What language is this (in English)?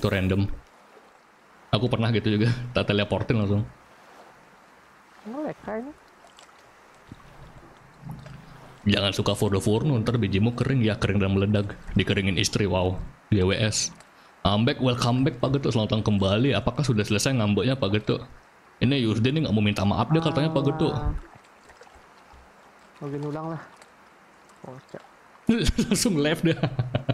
Indonesian